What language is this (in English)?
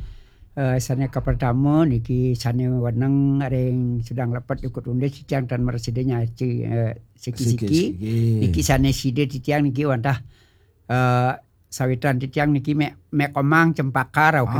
Balinese